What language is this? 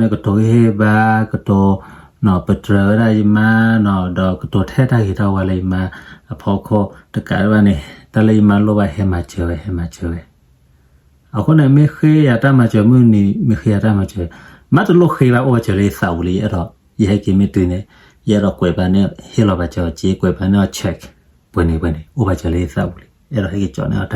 S'gaw Karen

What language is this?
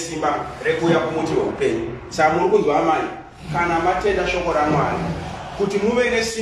Shona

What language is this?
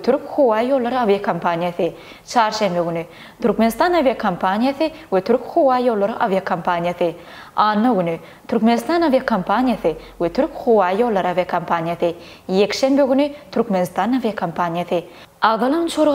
Turkmen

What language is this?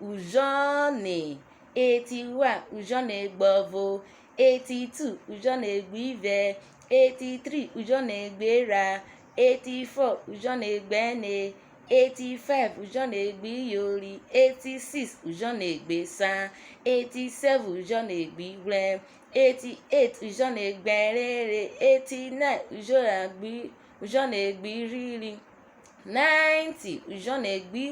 Urhobo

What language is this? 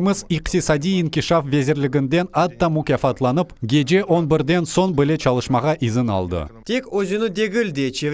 Crimean Tatar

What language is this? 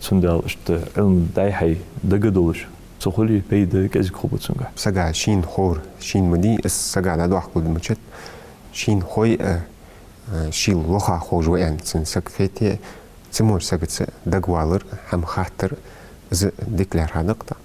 Ingush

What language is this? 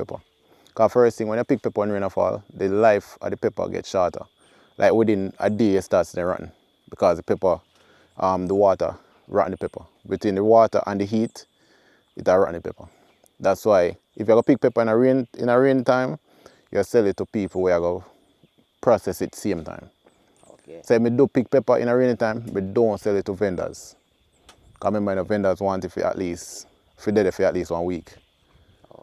Jamaican Creole English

